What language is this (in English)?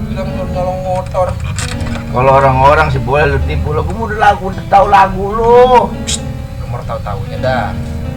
Betawi